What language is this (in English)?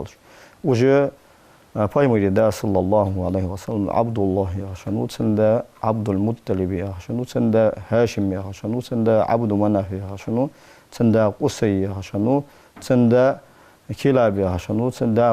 Ingush